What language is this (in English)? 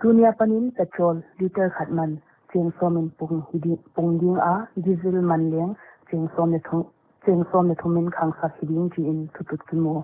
Paite Chin